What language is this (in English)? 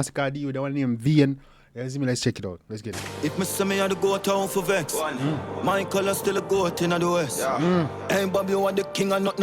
Jamaican Creole English